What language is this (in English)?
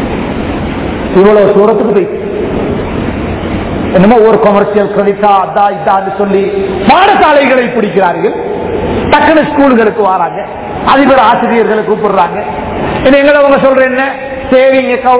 Tamil